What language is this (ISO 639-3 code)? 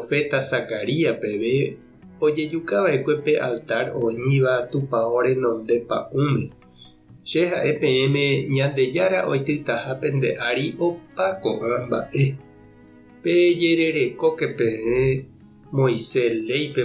grn